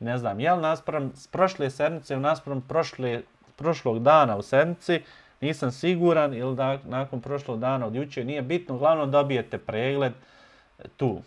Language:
Bosnian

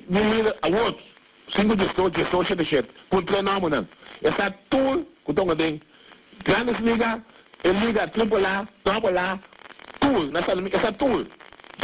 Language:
Papiamento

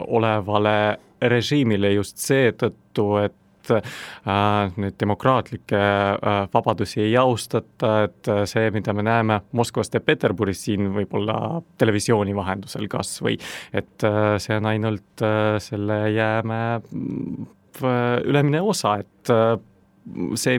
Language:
Estonian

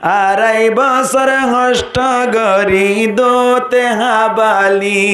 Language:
Rohingya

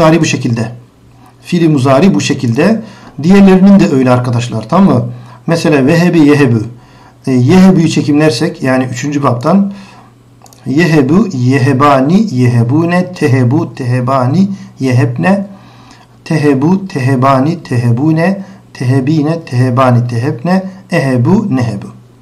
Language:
Turkish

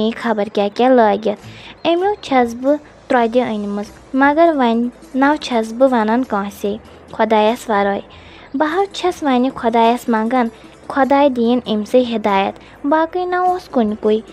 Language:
Kashmiri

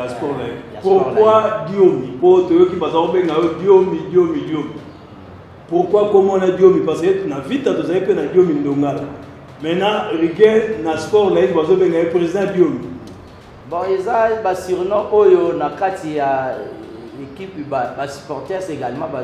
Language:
Lingala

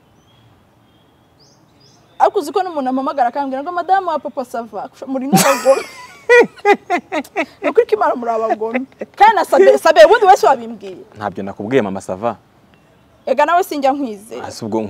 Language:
Kinyarwanda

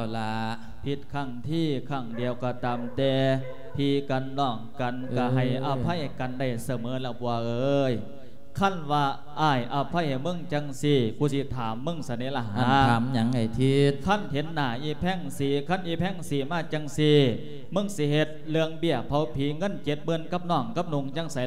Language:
Lao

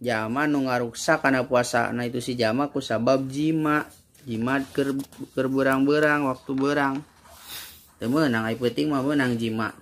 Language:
Sundanese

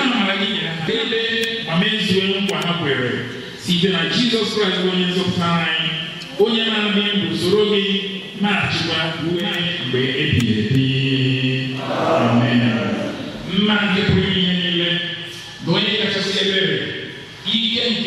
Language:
Igbo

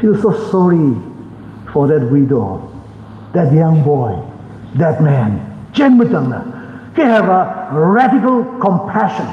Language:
Tangkhul Naga (India)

